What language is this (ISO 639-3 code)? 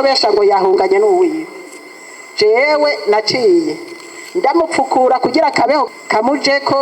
run